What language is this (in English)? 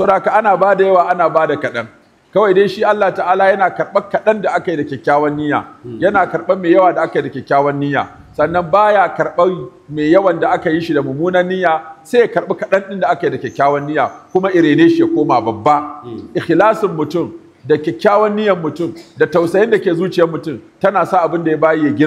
Hausa